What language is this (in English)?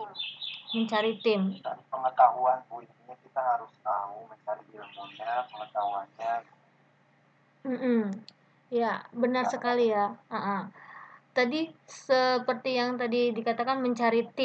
Indonesian